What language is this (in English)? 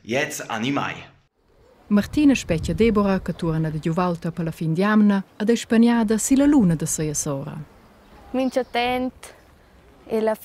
Romansh